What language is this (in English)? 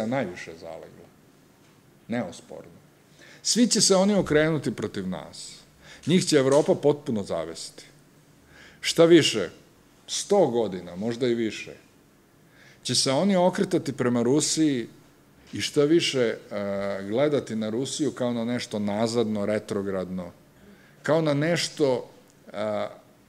Serbian